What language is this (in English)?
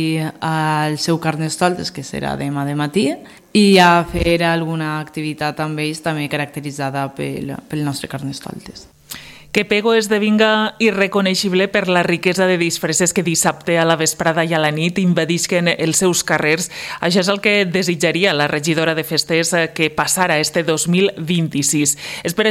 Catalan